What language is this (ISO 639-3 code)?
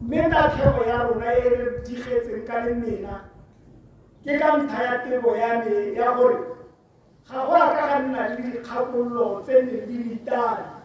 tsn